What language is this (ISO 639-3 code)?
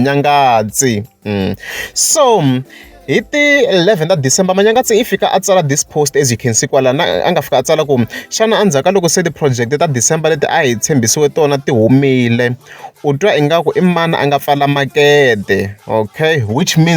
tso